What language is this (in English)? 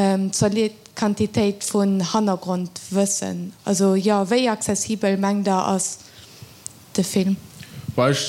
Luxembourgish